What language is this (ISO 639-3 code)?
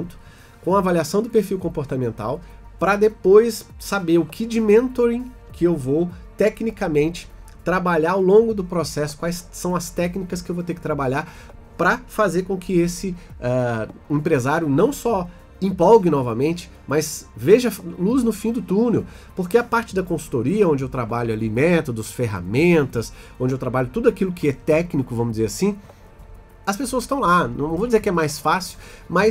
por